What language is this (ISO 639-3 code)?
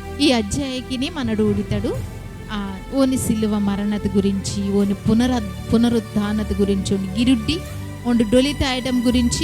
kff